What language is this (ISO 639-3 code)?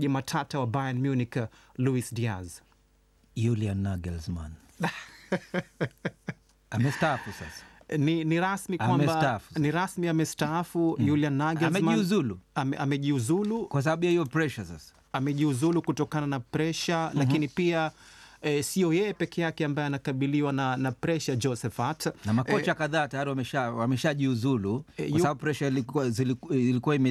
swa